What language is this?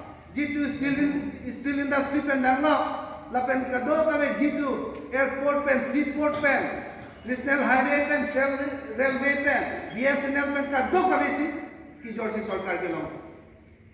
Karbi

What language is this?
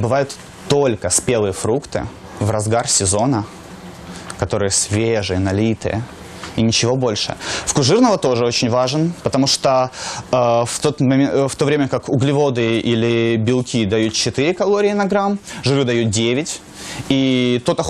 Russian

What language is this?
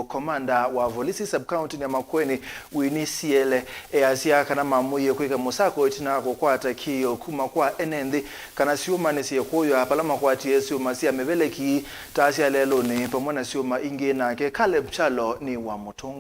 Kamba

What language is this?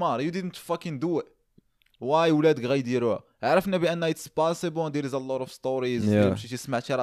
Moroccan Arabic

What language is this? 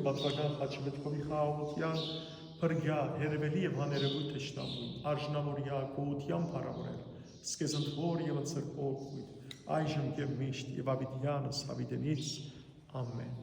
Western Armenian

